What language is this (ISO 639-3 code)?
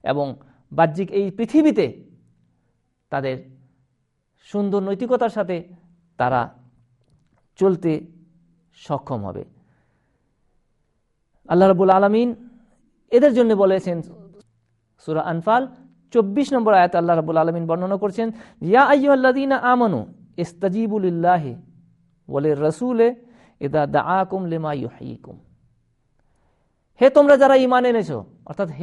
ben